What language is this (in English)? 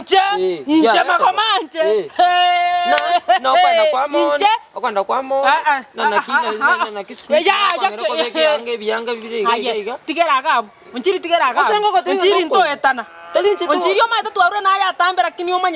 Gusii